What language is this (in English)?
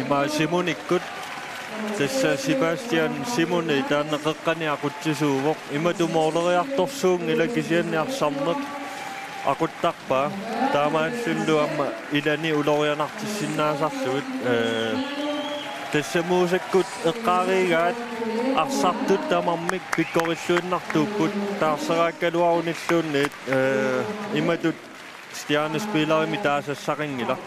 Kalaallisut